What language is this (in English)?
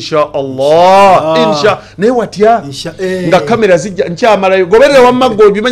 Ganda